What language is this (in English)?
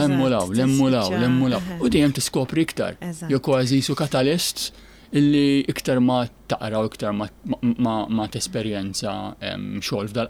Maltese